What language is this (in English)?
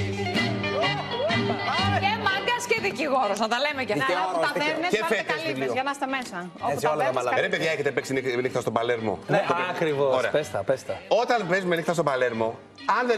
Greek